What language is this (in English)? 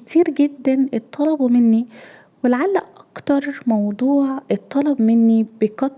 Egyptian Arabic